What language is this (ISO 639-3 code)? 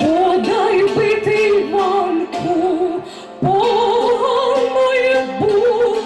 rue